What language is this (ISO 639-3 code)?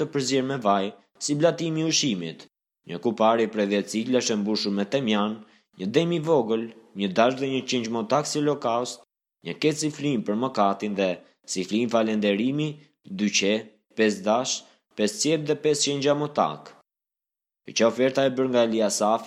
sqi